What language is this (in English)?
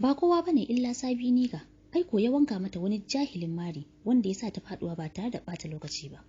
Hausa